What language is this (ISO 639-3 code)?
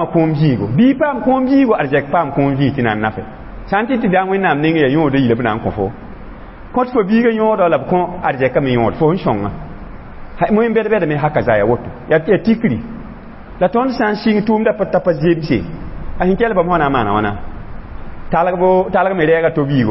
mos